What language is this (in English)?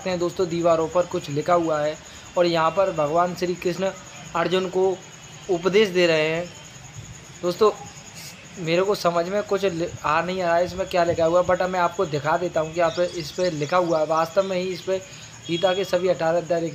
Hindi